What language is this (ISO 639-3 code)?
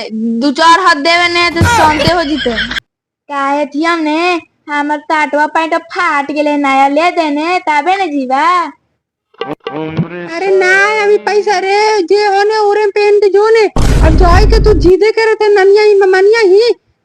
mag